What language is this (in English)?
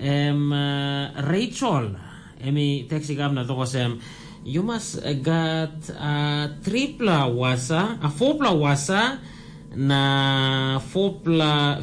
Tok Pisin